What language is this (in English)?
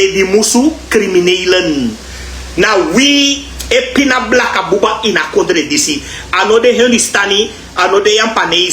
Sranan Tongo